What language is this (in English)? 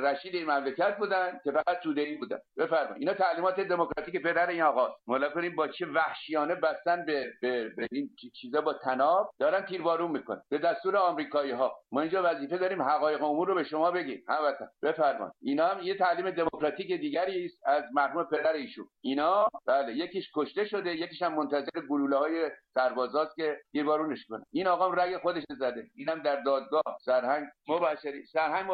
Persian